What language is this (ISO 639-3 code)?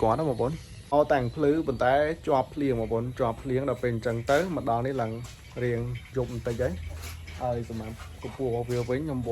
khm